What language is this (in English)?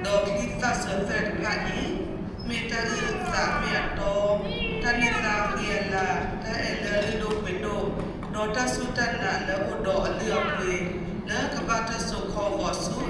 S'gaw Karen